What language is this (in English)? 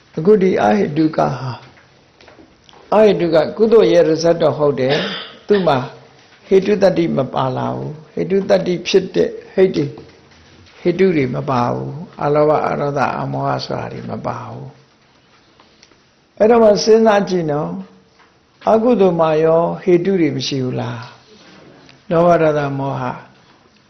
Burmese